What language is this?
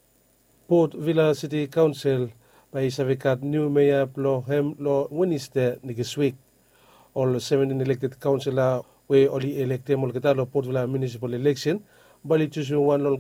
Bislama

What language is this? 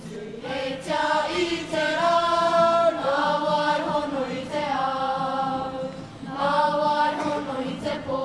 Māori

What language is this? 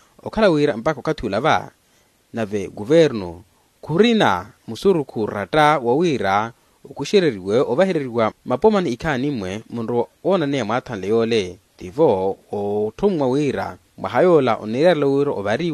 Makhuwa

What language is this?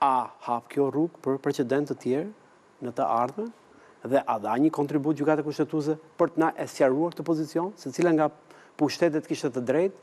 Albanian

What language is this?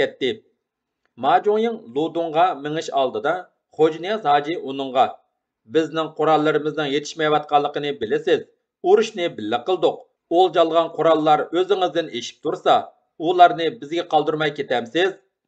Uyghur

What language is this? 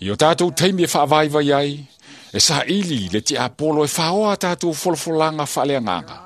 Samoan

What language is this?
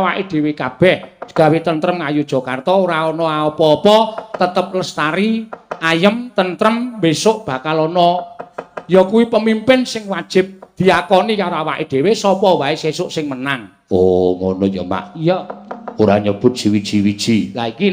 Javanese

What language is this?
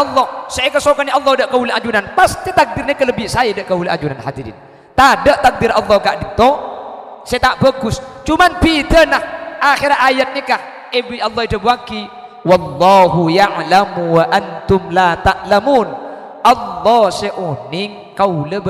Madurese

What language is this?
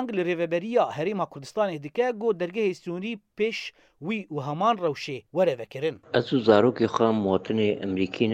Kurdish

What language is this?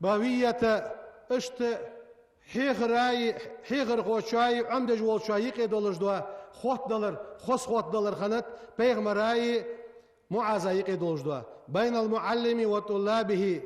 Ingush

